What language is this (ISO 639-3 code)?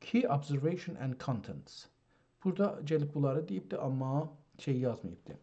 azb